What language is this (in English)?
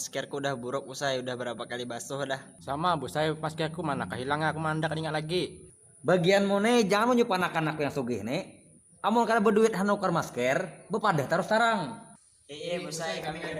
Banjar